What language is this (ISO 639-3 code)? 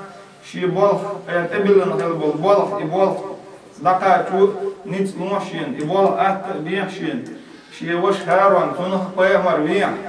che